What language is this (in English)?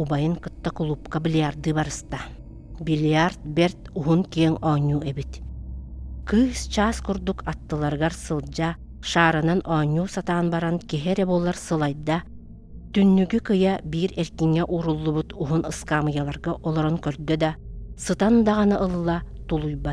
Yakut